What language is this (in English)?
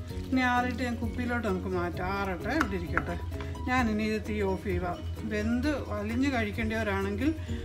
Malayalam